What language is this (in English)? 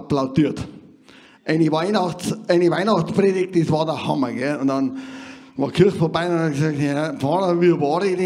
Bavarian